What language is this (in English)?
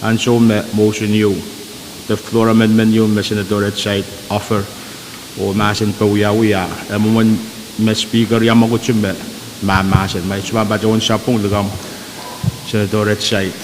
Pohnpeian